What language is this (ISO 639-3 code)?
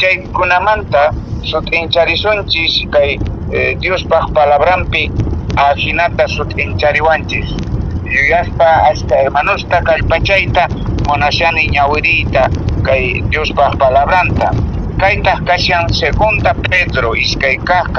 que